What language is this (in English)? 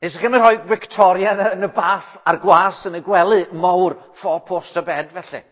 Welsh